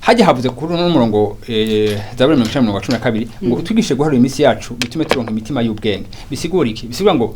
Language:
Rundi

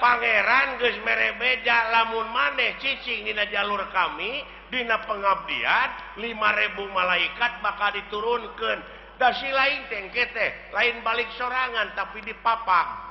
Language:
Sundanese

